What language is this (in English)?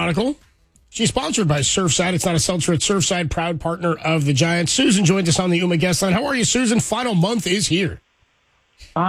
English